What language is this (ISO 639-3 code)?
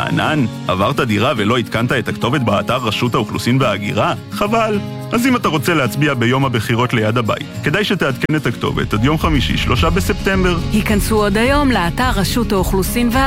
heb